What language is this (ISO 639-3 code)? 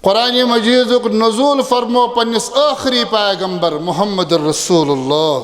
kas